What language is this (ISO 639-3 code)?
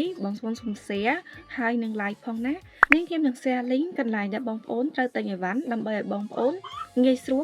khm